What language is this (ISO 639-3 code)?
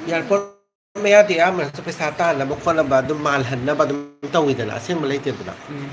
mni